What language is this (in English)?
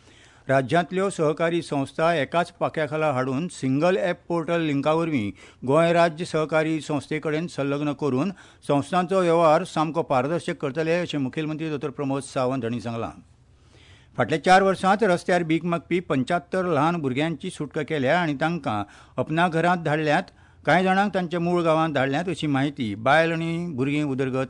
Konkani